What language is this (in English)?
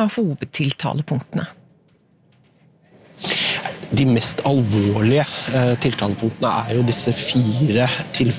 Norwegian